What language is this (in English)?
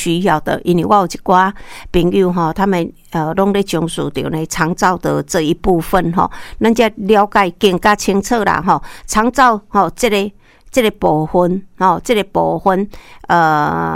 Min Nan Chinese